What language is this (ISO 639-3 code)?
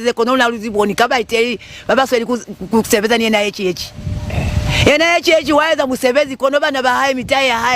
loz